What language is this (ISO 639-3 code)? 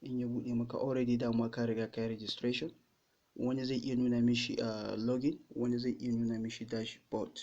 hau